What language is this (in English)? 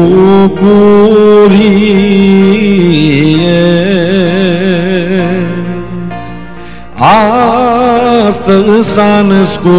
Romanian